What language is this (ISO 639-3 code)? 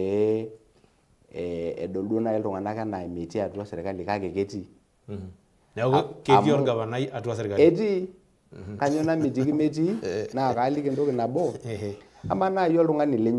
mas